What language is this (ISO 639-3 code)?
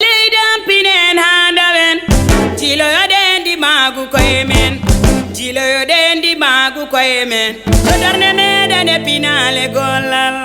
ful